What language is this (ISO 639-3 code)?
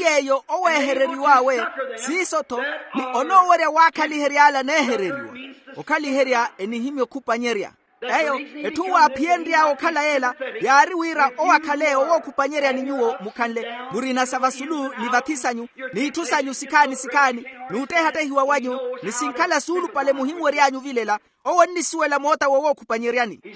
vmw